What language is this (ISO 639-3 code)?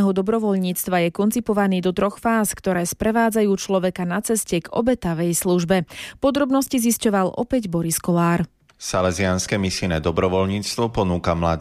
slk